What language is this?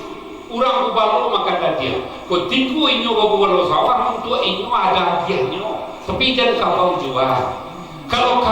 Minangkabau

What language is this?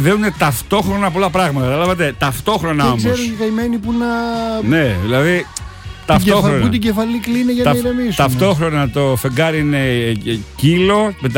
Greek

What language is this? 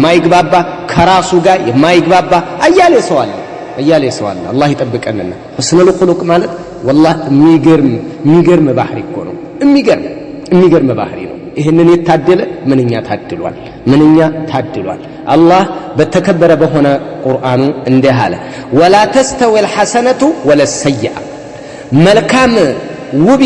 Amharic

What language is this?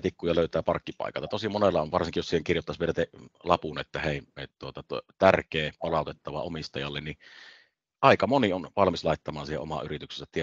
Finnish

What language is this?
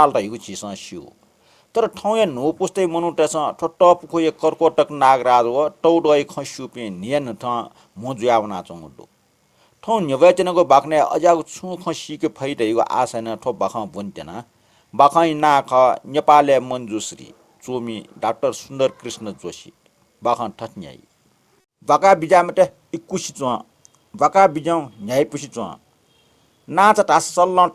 Newari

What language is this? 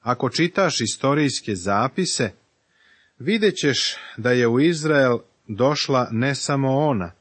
Serbian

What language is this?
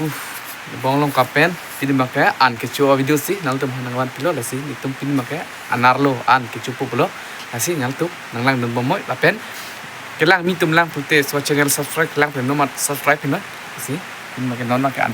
Karbi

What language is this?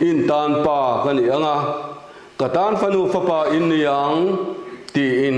Mizo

